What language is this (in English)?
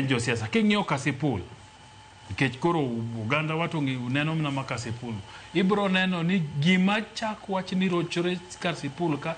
Luo (Kenya and Tanzania)